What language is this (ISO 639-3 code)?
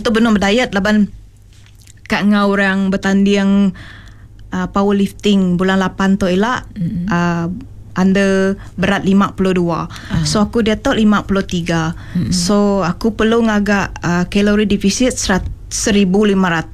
iba